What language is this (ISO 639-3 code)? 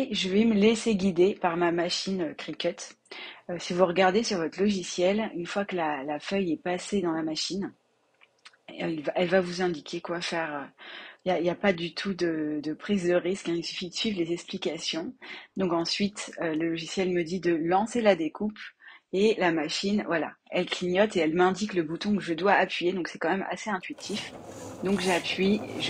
fra